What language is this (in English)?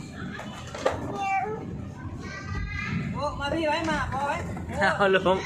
Lao